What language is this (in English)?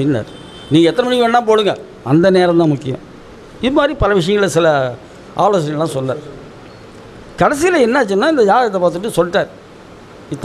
Tamil